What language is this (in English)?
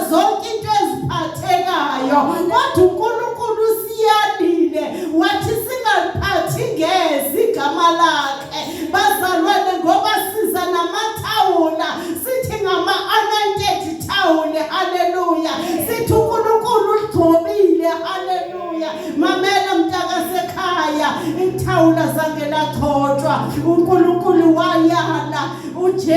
Zulu